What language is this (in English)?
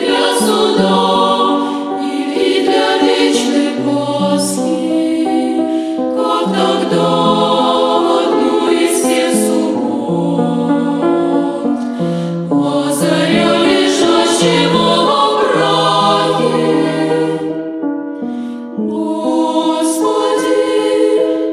Russian